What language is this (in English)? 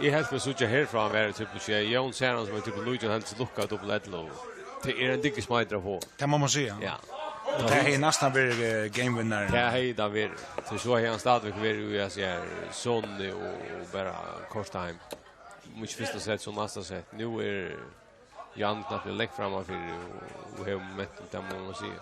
Faroese